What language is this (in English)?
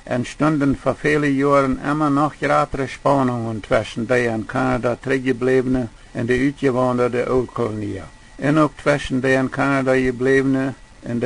Plautdietsch